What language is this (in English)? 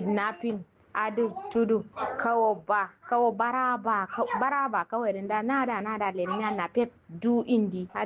Kanuri